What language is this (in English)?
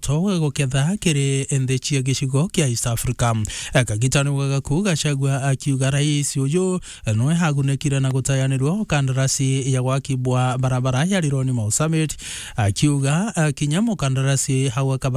Meru